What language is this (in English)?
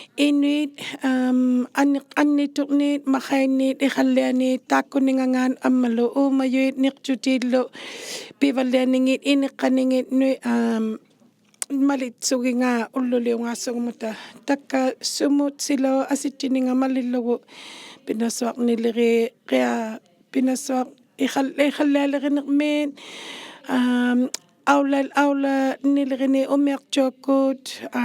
Inuktitut